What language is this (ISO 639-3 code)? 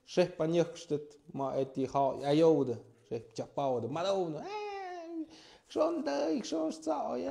mxp